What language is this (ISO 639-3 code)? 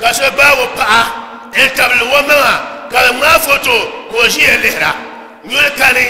dag